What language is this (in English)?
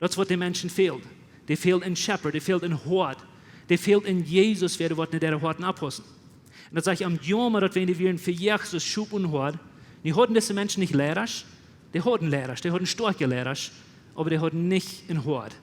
Plautdietsch